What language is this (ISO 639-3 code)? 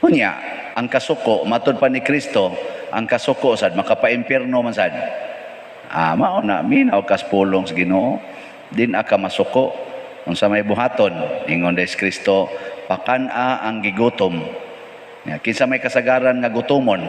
ceb